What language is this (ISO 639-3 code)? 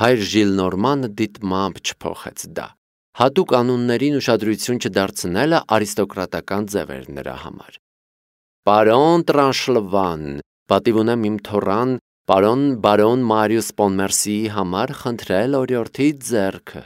hye